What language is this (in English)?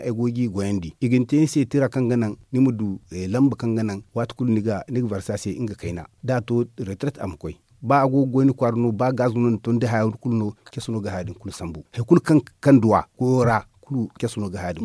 Zarma